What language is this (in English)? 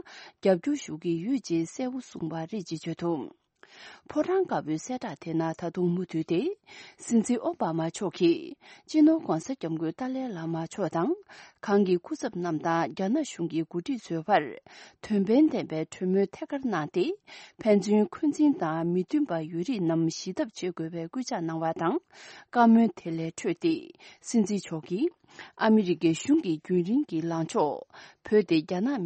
Tibetan